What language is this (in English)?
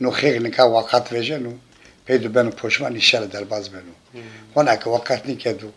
Zaza